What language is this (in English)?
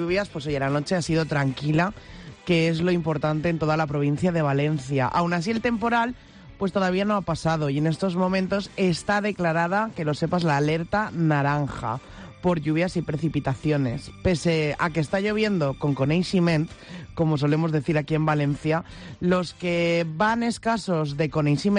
Spanish